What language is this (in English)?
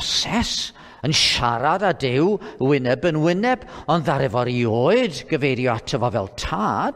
Welsh